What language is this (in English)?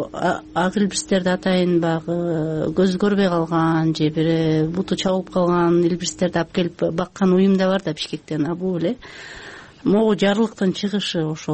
Kyrgyz